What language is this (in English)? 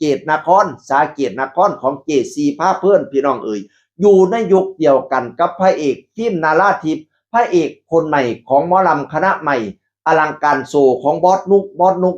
Northeastern Thai